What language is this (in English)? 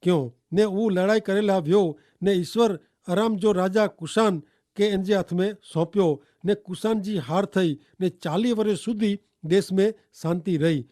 Kachhi